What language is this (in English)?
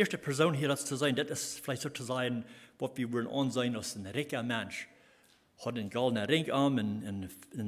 Plautdietsch